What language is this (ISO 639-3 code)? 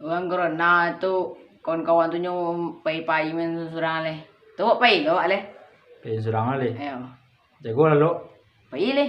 min